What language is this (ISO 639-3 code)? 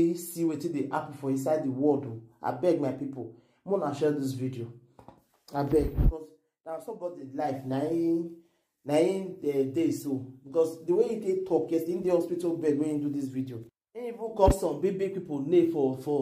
pcm